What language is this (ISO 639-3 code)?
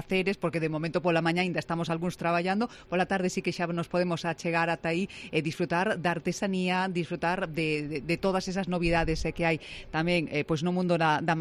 glg